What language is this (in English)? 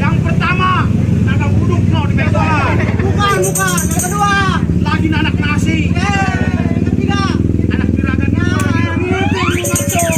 Betawi